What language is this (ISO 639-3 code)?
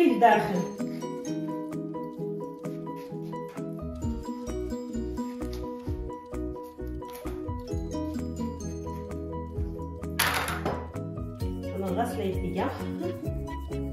ary